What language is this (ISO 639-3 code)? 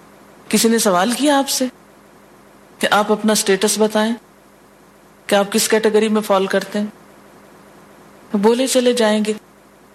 urd